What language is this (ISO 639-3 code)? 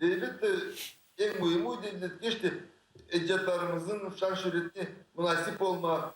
crh